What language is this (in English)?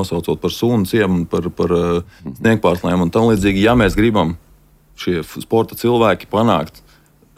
Latvian